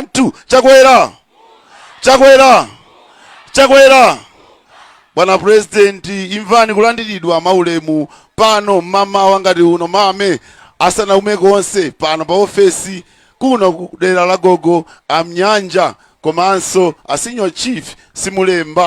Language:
Nyanja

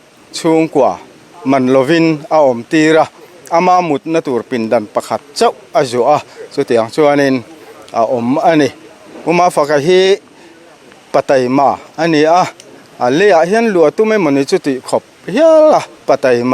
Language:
Mizo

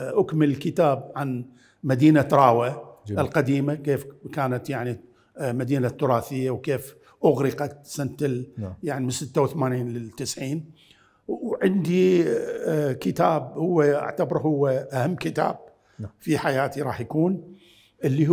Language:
Mesopotamian Arabic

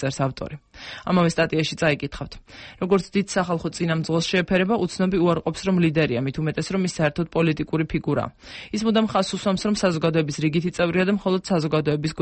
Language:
Georgian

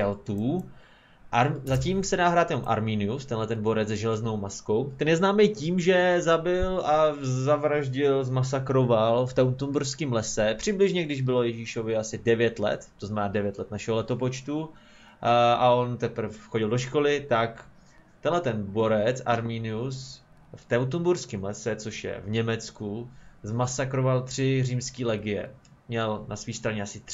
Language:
Czech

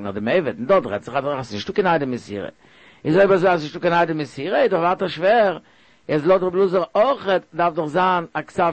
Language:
Yiddish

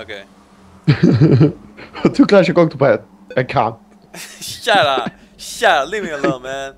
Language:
Faroese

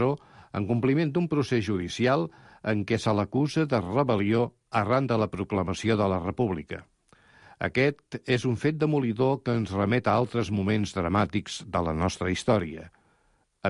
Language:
Catalan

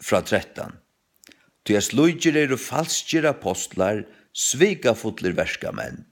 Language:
Faroese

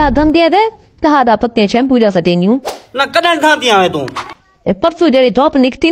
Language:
Saraiki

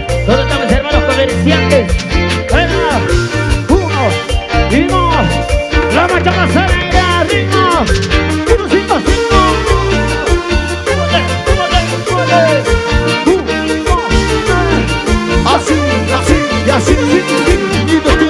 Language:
Spanish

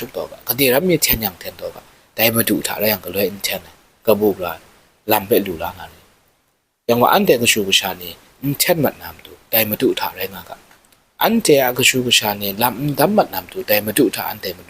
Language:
Kachin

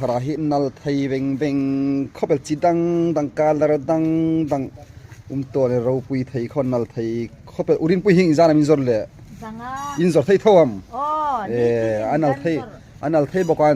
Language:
Hmar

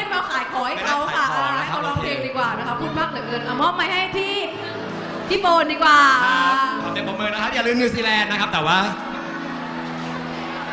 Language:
Thai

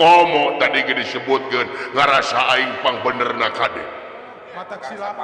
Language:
Sundanese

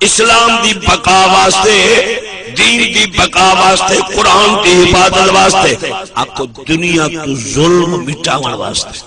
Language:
Saraiki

